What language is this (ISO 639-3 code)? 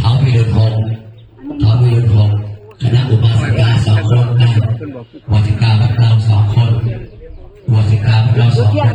tts